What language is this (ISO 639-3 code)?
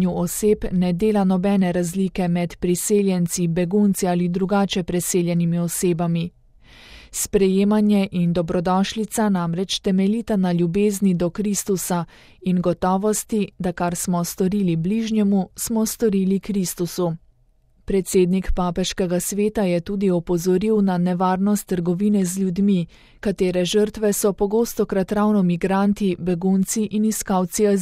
slv